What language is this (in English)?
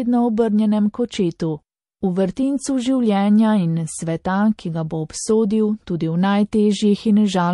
Slovenian